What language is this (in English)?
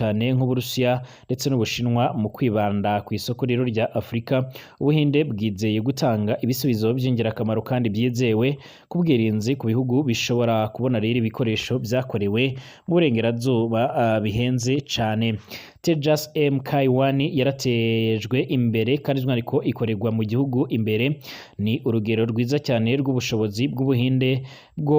Rundi